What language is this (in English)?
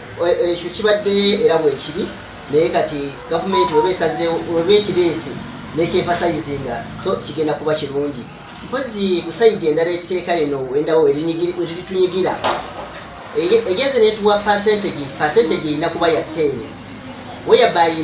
Ganda